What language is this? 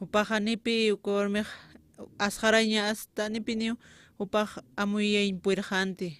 Aymara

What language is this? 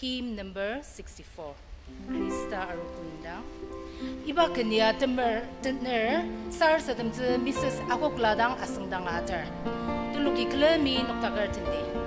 Ao Naga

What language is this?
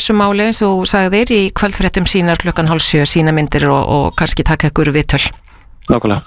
Icelandic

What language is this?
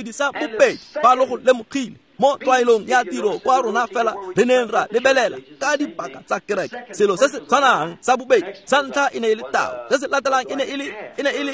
Tswana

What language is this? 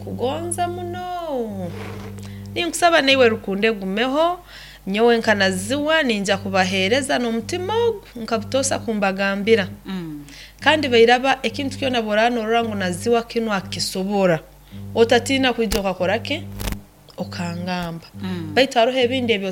Nyoro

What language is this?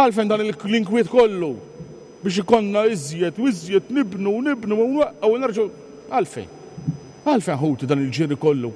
Maltese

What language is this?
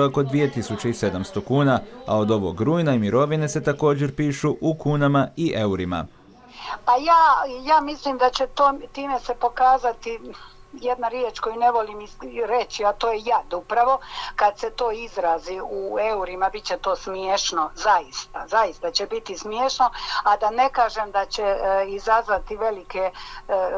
Croatian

